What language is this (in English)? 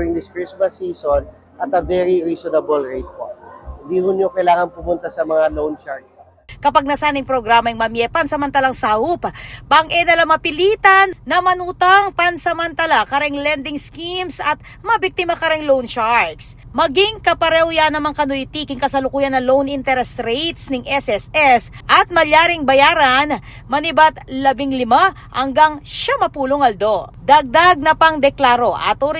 Pampanga